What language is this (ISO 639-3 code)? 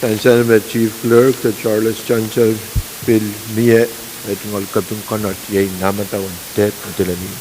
pon